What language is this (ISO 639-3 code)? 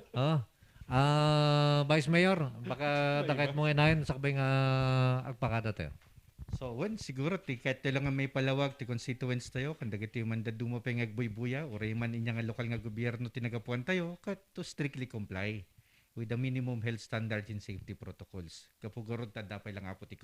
ilo